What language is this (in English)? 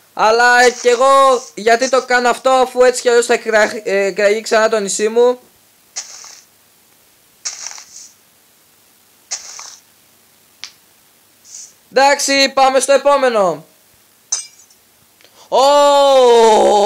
Greek